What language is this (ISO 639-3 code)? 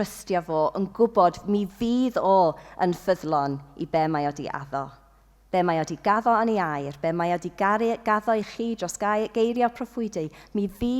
cym